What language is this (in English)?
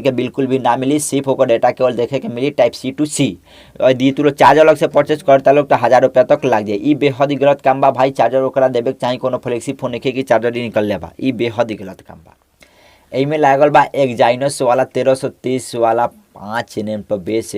Bhojpuri